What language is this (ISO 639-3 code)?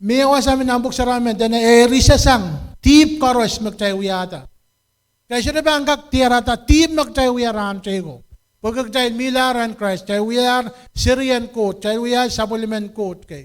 pon